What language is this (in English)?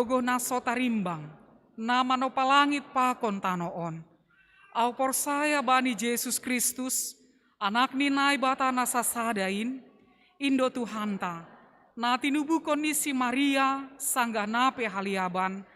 Batak Simalungun